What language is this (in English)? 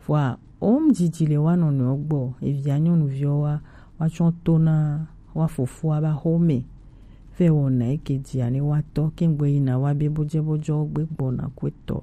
Gen